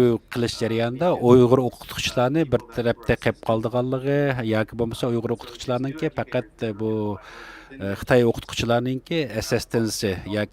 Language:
Uyghur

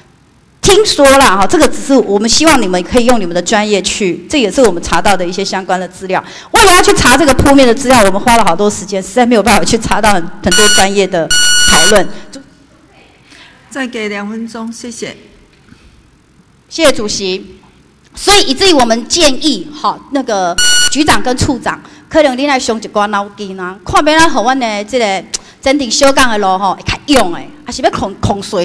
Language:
Chinese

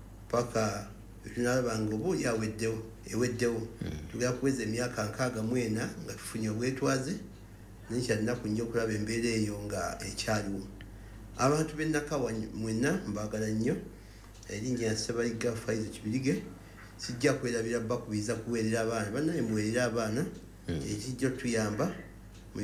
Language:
Ganda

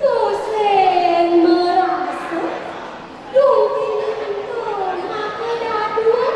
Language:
Balinese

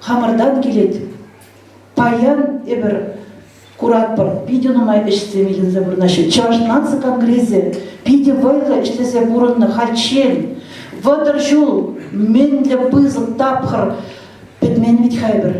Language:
Chuvash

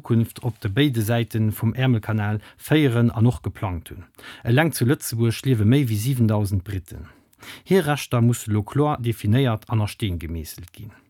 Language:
Luxembourgish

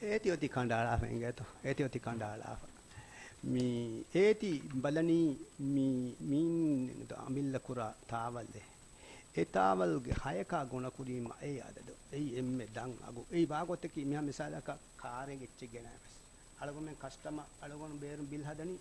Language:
Divehi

